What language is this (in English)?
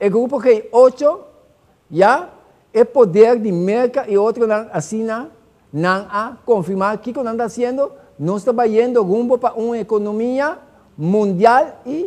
Papiamento